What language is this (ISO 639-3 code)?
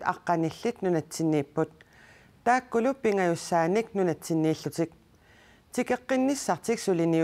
kal